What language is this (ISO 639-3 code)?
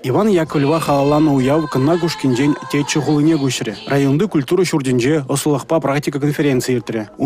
chv